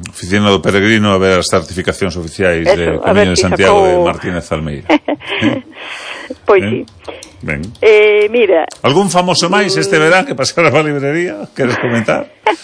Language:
Galician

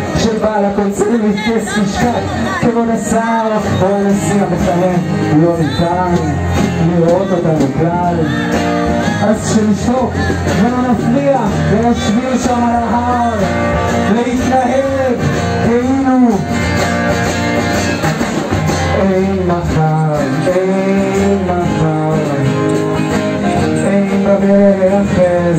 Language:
Hebrew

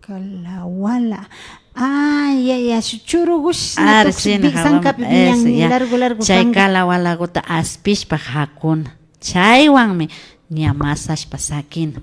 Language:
Imbabura Highland Quichua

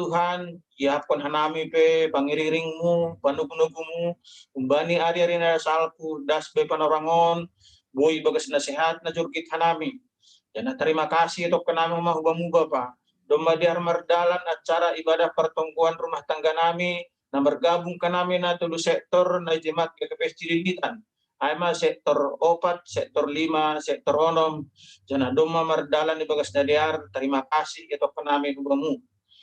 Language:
Batak Simalungun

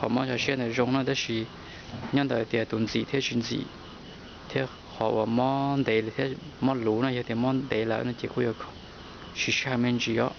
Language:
Hmong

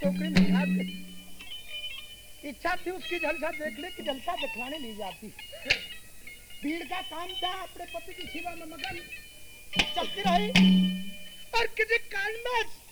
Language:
Hindi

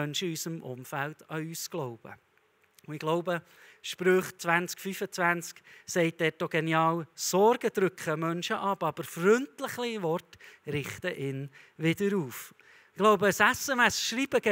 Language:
Swiss German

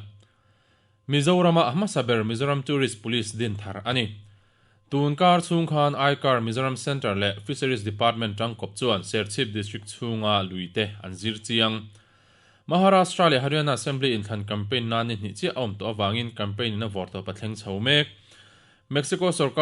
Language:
Mizo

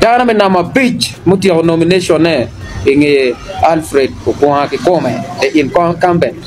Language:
Acoli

